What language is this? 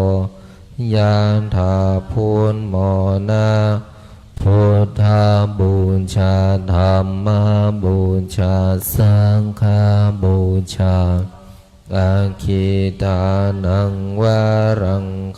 Pali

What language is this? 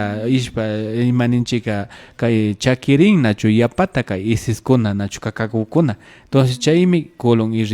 Imbabura Highland Quichua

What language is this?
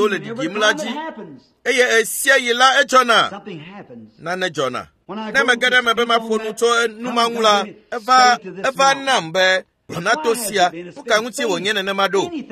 Ewe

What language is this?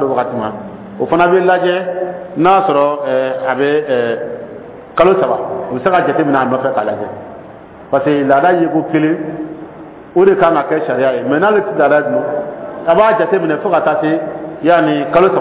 Dyula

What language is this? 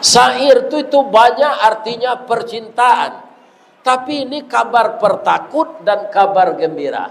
Minangkabau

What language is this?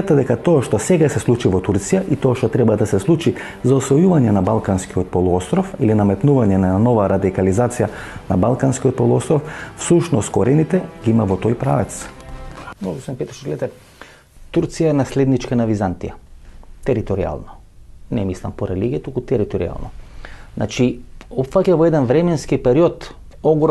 Macedonian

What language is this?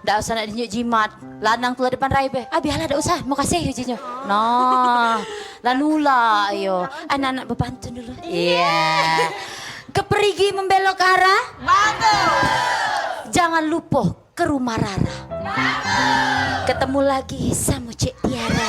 Musi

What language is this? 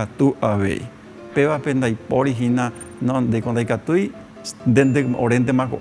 Guarani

